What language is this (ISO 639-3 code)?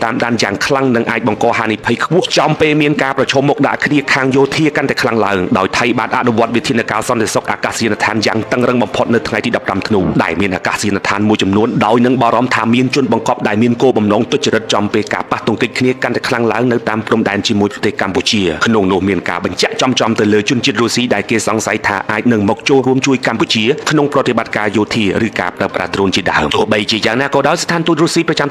khm